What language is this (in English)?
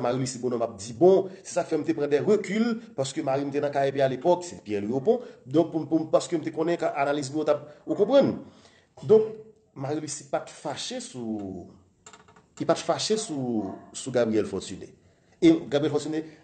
Haitian Creole